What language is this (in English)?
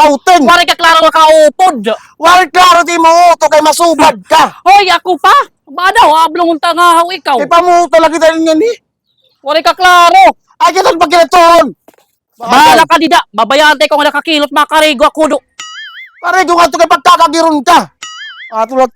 Waray